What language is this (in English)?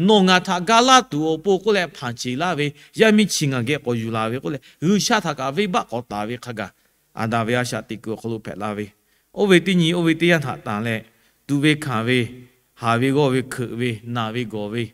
Lahu